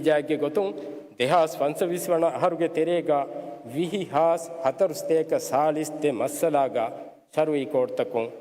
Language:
Divehi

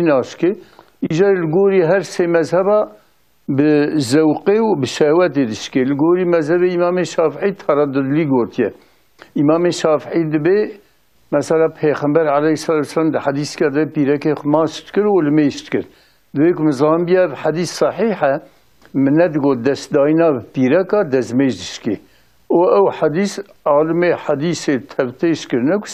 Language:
Kurdish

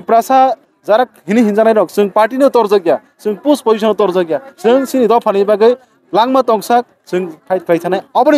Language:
Kok Borok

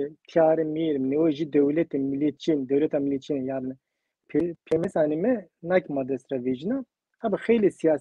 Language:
Zaza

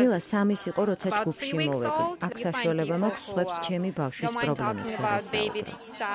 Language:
Georgian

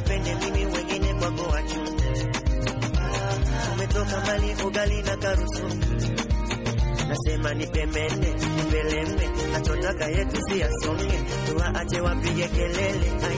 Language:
Swahili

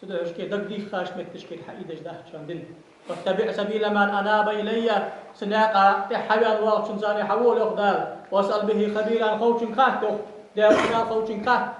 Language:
Ingush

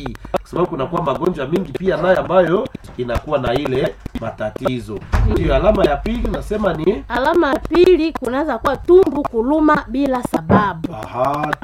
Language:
Swahili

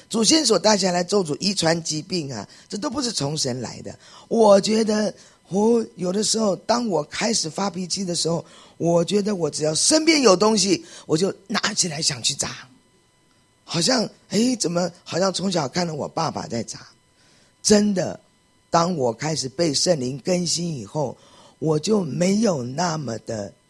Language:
Chinese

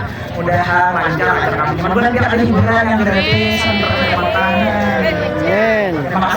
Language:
Banjar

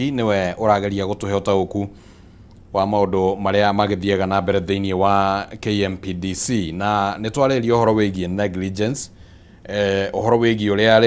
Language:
Kikuyu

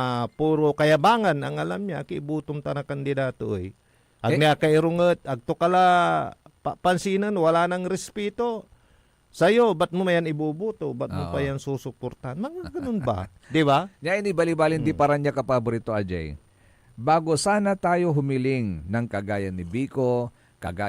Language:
Pangasinan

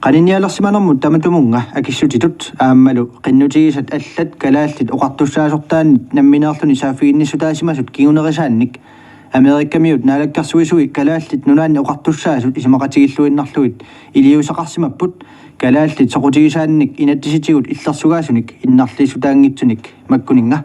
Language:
Kalaallisut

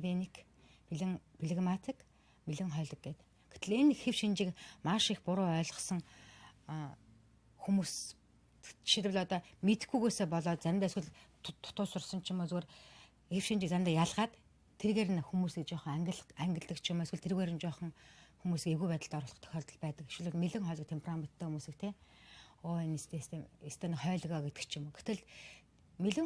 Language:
Mongolian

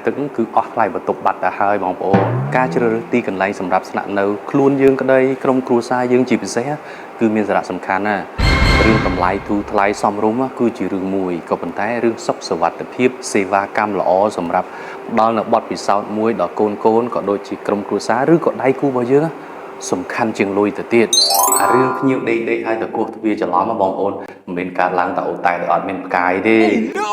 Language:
Khmer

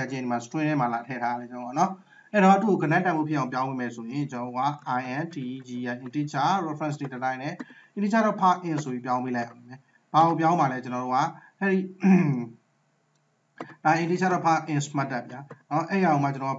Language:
Burmese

